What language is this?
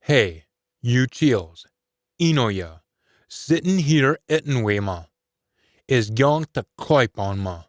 Scots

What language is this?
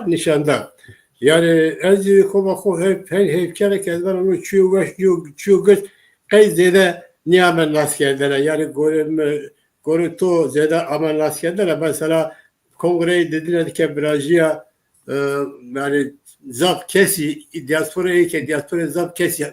Zaza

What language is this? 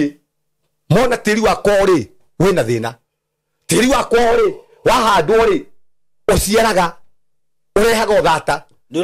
Kikuyu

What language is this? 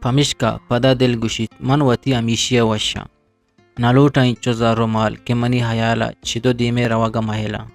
Eastern Balochi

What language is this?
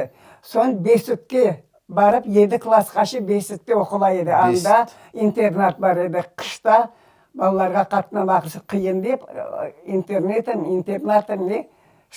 Crimean Tatar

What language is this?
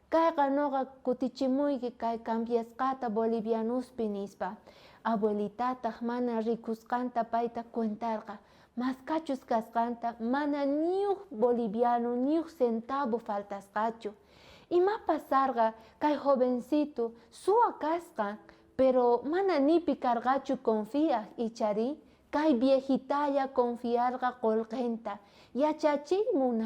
South Bolivian Quechua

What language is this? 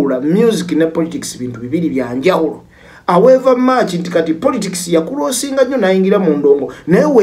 Ganda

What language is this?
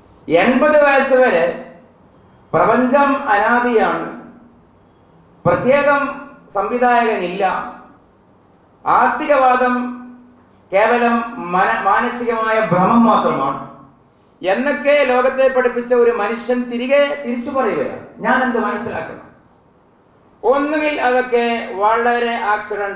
Malayalam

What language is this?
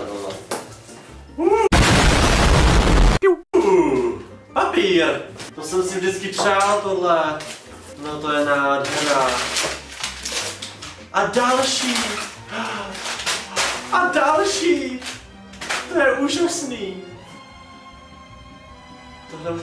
Czech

